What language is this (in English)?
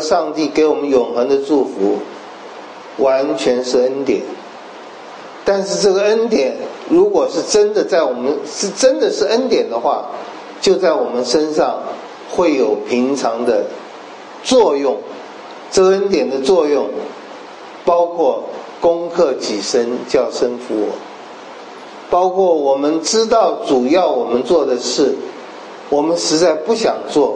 Chinese